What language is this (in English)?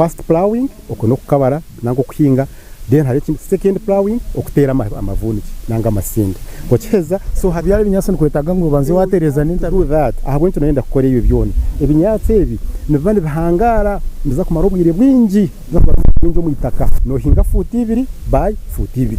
Nyankole